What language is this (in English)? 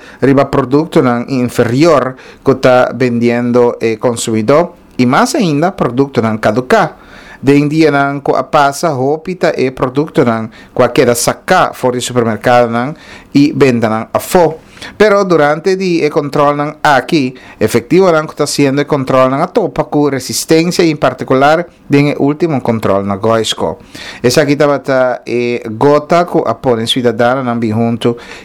Papiamento